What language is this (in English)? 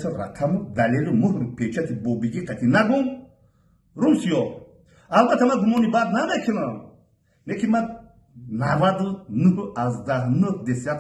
Tajik